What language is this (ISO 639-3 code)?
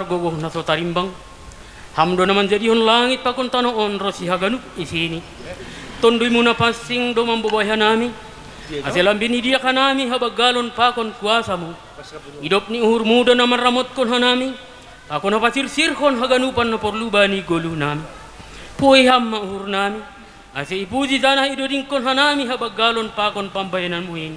bts